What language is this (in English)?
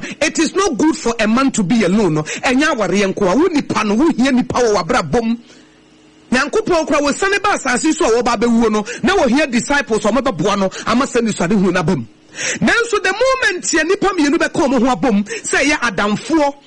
Akan